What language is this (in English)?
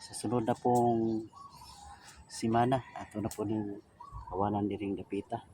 Cebuano